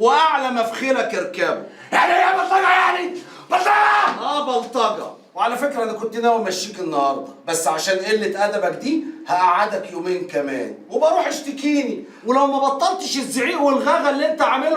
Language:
Egyptian Arabic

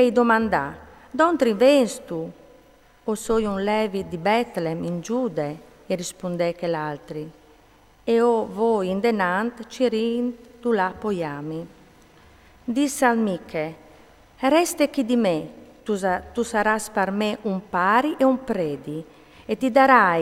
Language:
Friulian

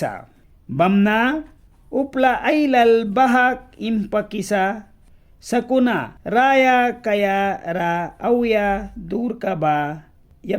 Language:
Mískito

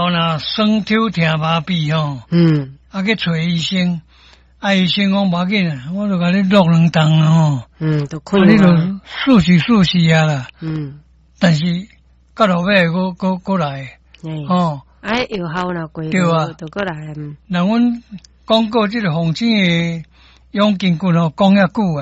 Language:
Min Nan Chinese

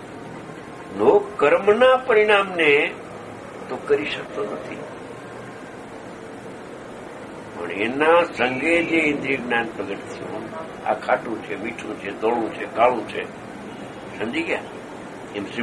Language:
Gujarati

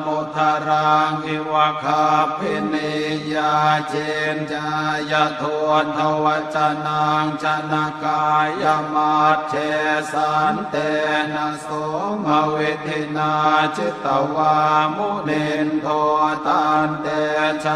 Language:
Pali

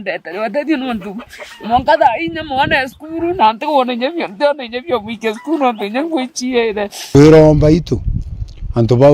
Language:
Meru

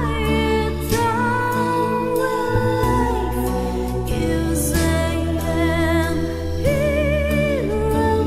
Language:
Papiamento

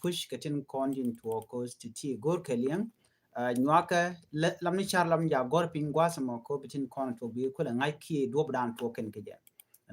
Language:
Nuer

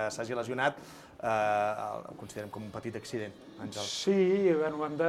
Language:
Catalan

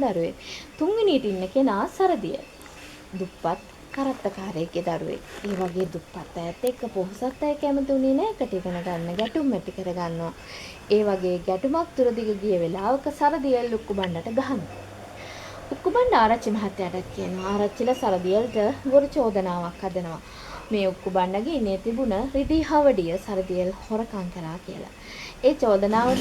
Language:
Sinhala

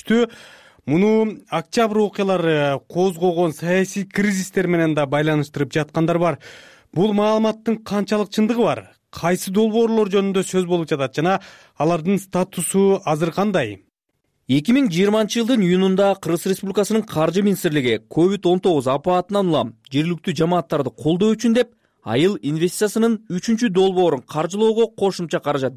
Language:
Kyrgyz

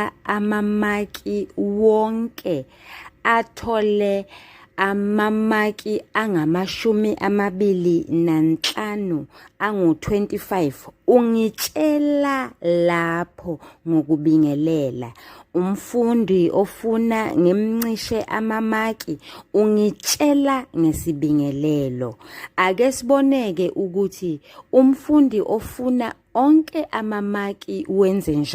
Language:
Zulu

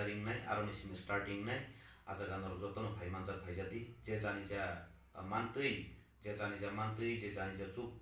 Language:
Kok Borok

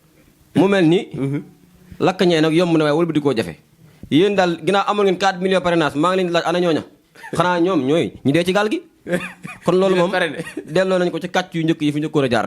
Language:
Wolof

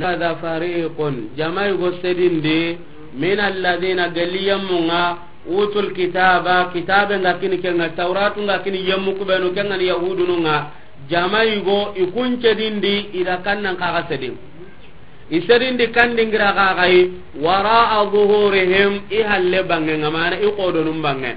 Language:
Soninke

